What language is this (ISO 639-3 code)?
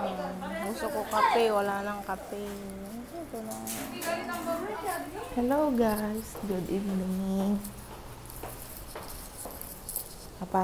fil